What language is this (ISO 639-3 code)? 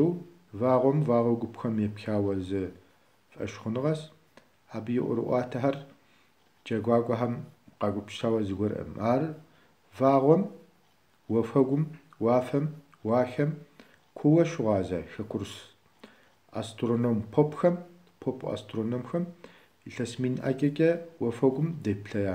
kbd